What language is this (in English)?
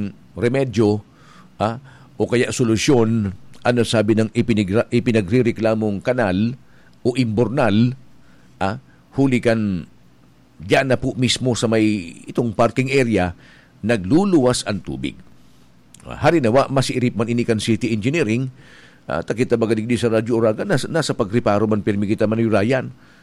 Bikol